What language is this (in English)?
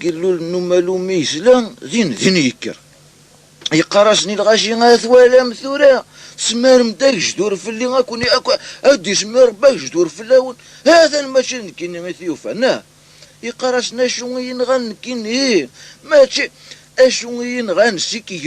Kabyle